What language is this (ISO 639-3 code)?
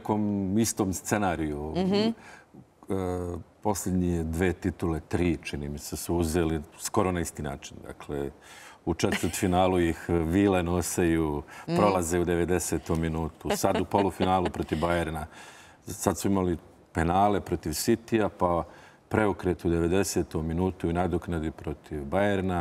srp